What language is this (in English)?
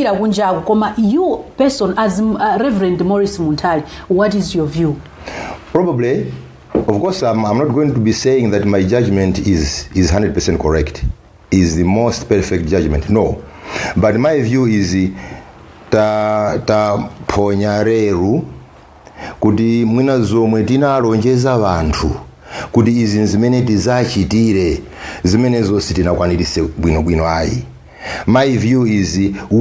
Nyanja